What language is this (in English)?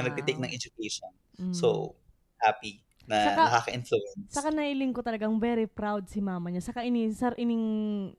Bikol